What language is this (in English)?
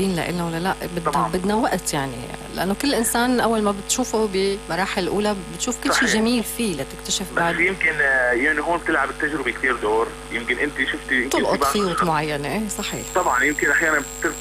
North Levantine Arabic